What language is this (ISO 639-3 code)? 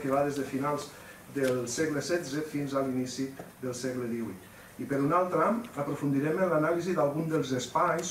cat